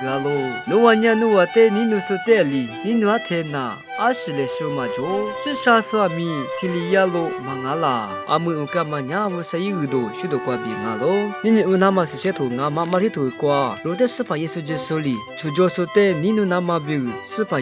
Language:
Lisu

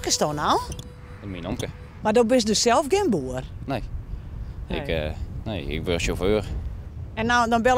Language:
Western Frisian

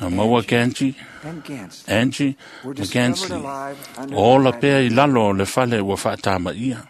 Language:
Samoan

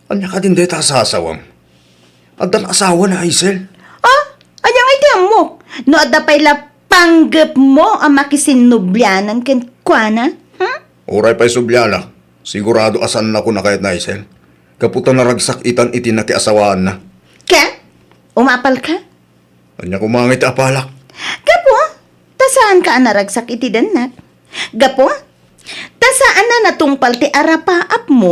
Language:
Iloko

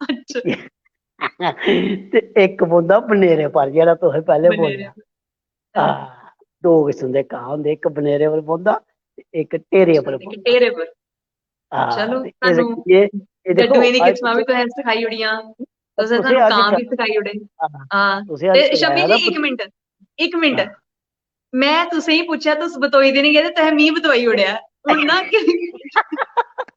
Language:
Dogri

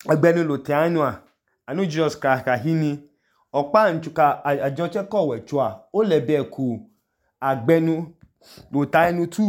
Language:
Idoma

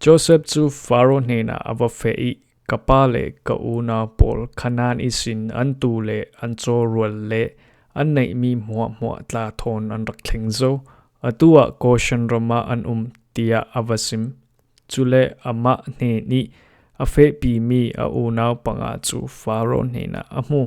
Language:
Falam Chin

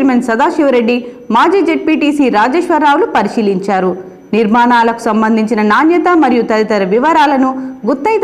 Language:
Telugu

